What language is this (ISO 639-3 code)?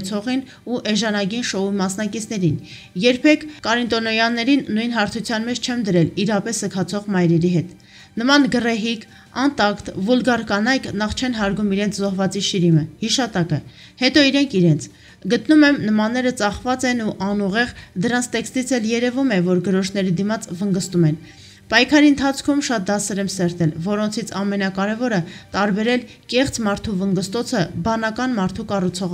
hye